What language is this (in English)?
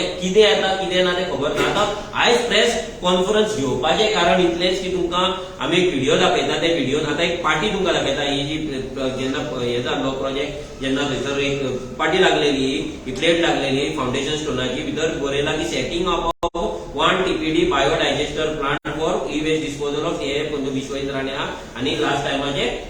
Konkani